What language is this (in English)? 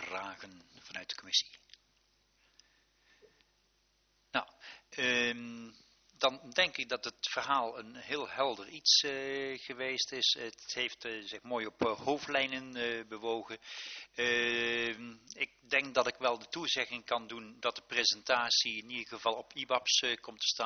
Dutch